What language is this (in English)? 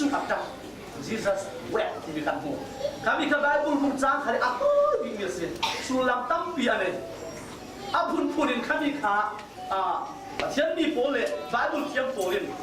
Falam Chin